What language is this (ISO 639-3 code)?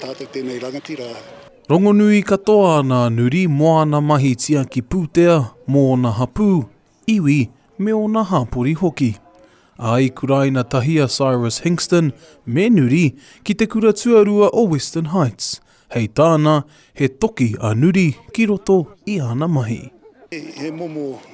mri